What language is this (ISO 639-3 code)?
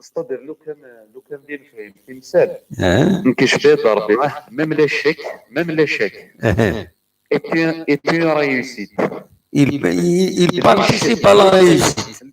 kab